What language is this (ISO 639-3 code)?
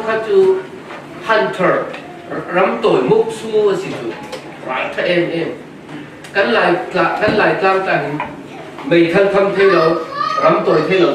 cfm